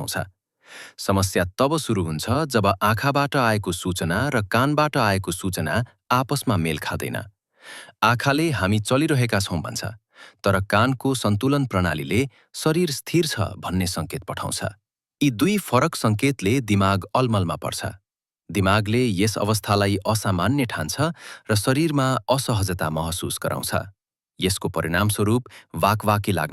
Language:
Nepali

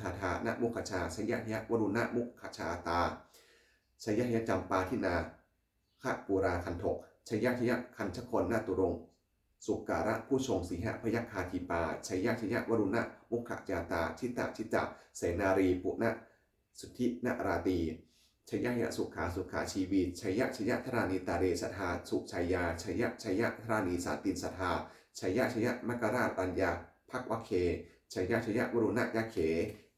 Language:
Pali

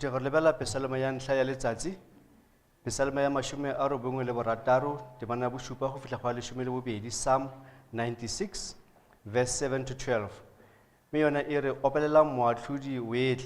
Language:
Southern Sotho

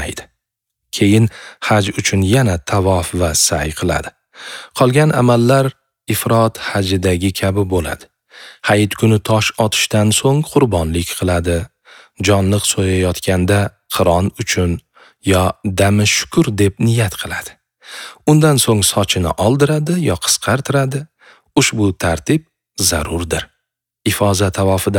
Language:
Uzbek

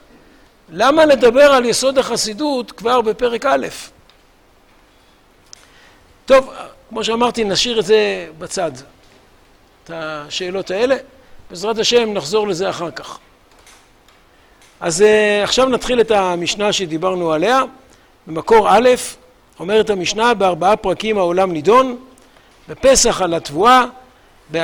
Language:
Hebrew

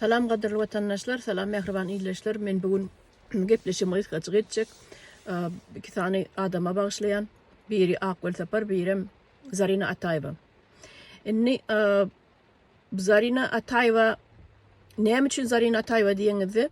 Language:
Turkmen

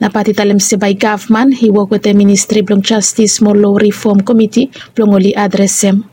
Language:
Bislama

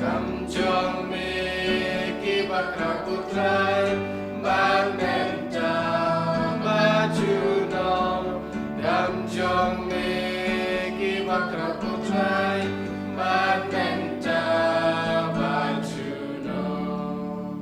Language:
Khasi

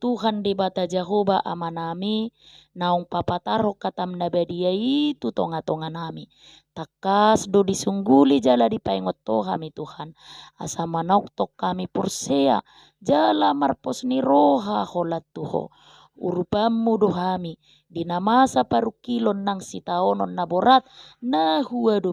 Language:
Batak Toba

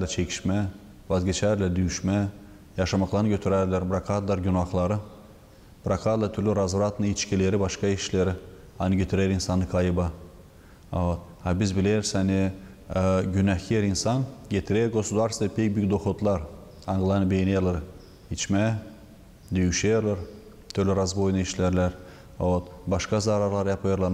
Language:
Gagauz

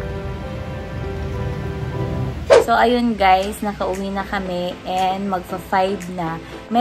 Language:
Filipino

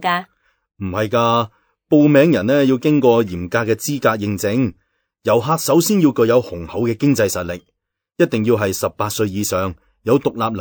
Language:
Cantonese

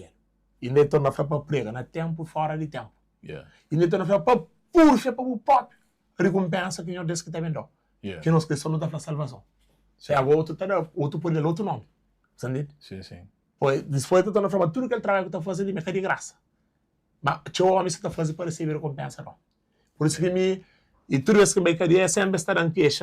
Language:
Kabuverdianu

